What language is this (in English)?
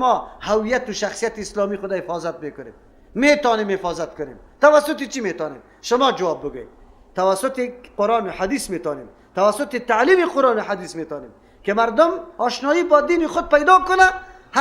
Persian